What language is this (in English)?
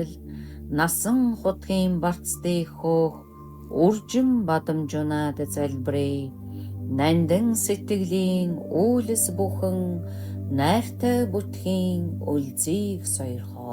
Mongolian